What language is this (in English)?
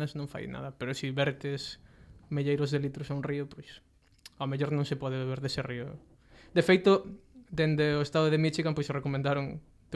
Galician